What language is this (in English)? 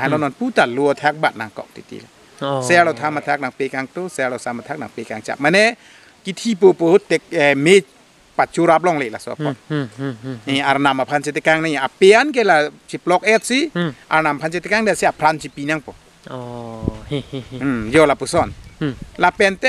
Karbi